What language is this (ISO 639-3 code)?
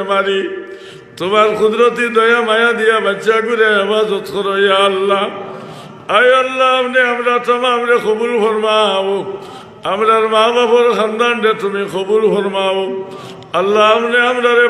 syl